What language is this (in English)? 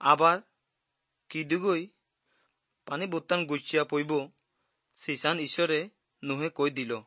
Assamese